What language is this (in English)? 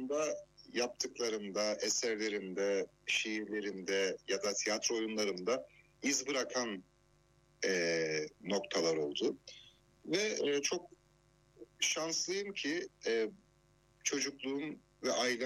Turkish